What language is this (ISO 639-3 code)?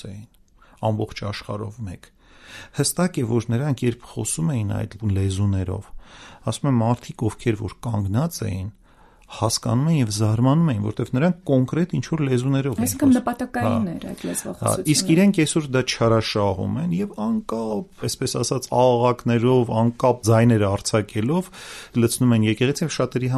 hye